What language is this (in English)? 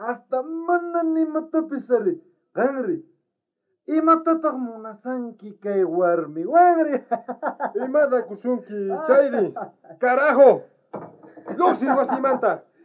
South Bolivian Quechua